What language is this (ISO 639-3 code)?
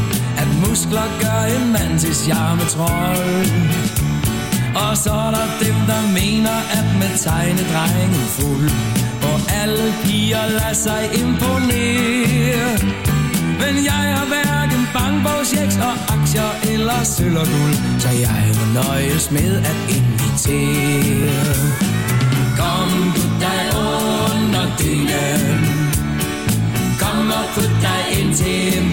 dan